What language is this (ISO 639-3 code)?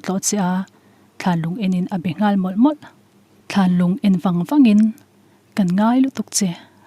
lus